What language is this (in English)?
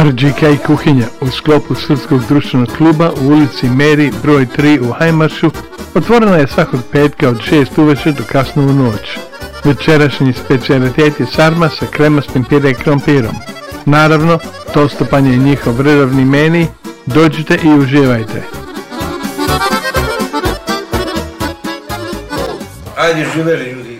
Serbian